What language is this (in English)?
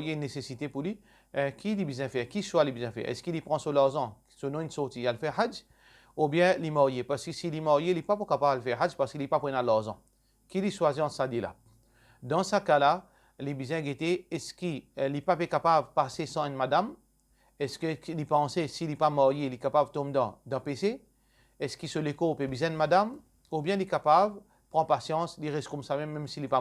Morisyen